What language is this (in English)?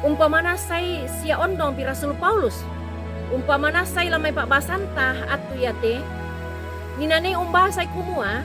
Toraja-Sa'dan